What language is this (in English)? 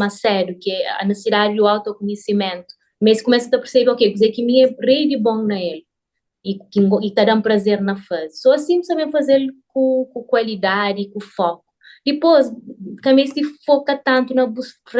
Kabuverdianu